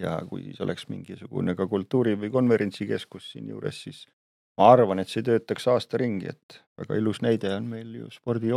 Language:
Estonian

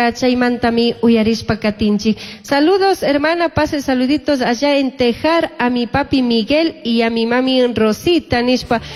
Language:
Chimborazo Highland Quichua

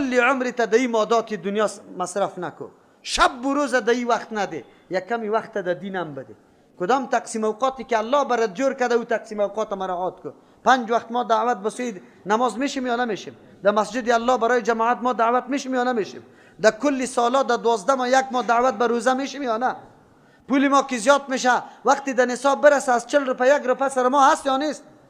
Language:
Persian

